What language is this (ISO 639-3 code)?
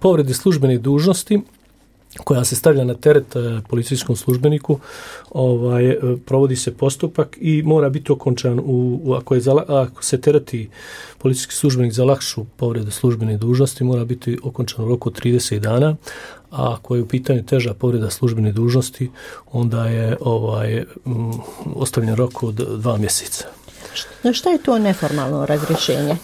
bos